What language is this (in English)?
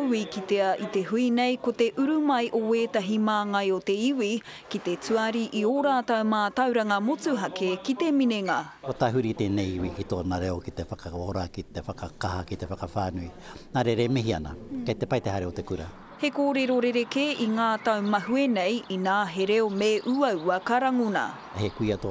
Māori